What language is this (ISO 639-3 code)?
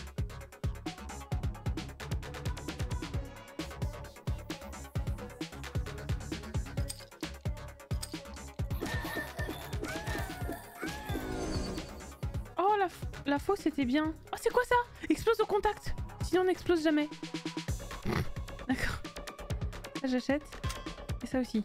fra